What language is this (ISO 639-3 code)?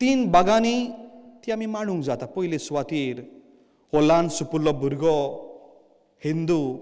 kok